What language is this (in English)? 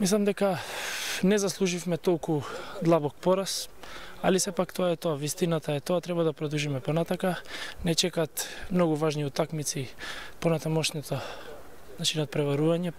Macedonian